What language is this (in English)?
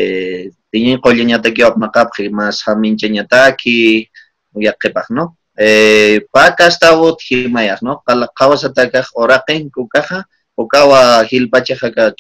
Aymara